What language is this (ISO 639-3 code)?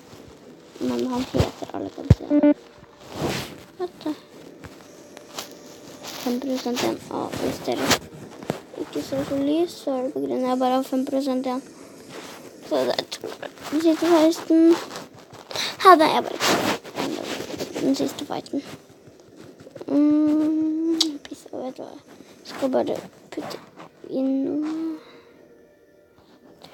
nor